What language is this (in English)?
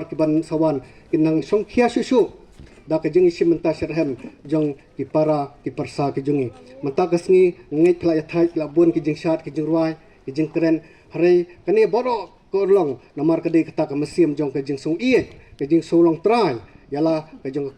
Khasi